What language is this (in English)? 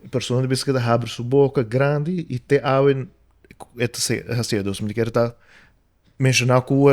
Papiamento